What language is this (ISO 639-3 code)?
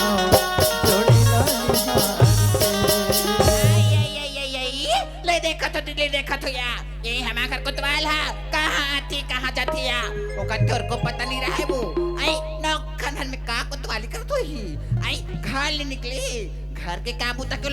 hne